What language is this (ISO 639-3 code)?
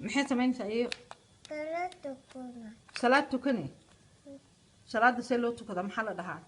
som